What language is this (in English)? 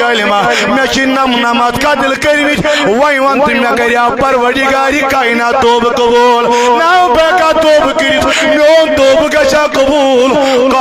Kashmiri